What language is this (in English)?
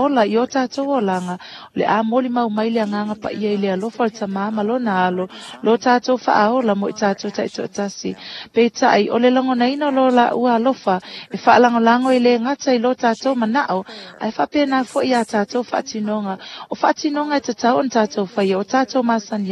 Samoan